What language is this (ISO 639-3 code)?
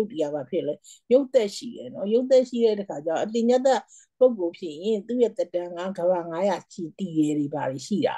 mya